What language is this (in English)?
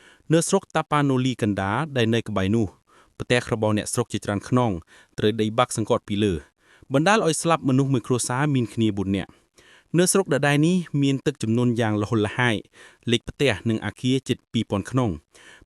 Khmer